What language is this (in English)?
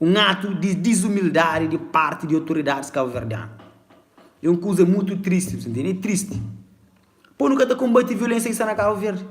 Kabuverdianu